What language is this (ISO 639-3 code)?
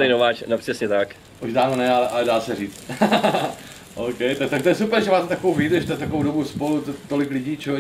ces